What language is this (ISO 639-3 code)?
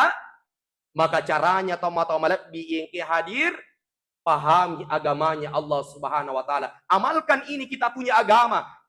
bug